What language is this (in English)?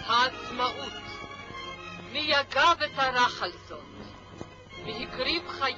Hebrew